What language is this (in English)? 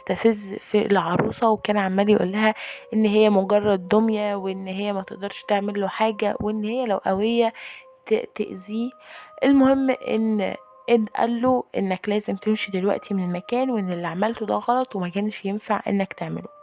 Egyptian Arabic